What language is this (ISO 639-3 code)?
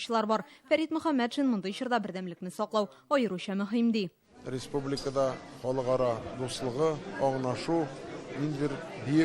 tat